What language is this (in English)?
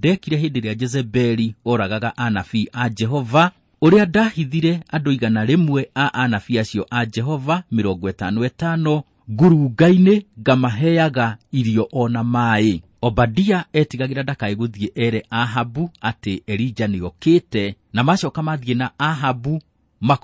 Kikuyu